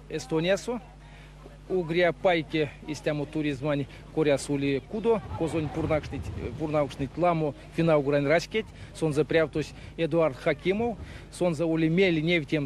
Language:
Erzya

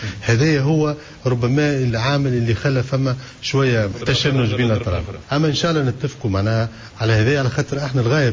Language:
Tunisian Arabic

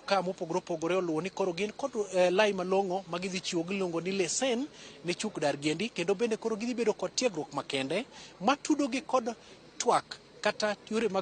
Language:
Luo (Kenya and Tanzania)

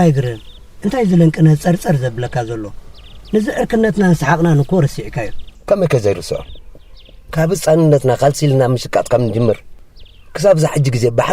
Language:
Tigrinya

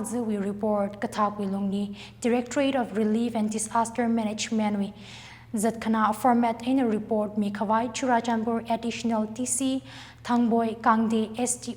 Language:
Tangkhul Naga (India)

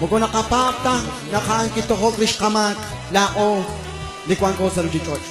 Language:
Kekchí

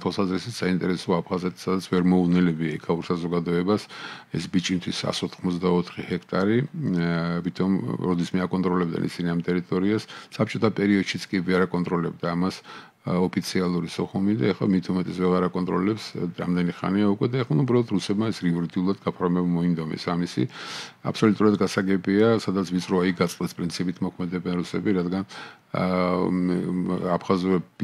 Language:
Georgian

